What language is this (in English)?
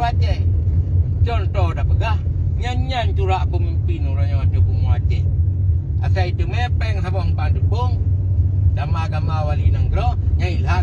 Achinese